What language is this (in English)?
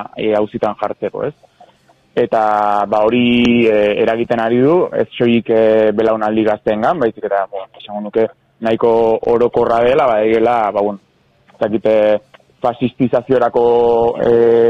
Basque